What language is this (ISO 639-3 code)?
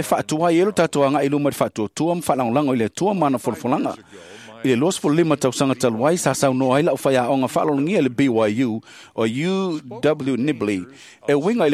smo